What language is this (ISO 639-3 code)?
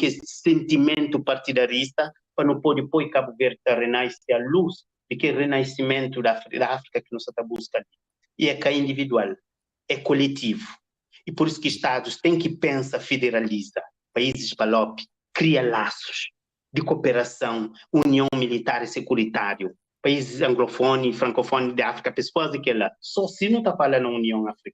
kea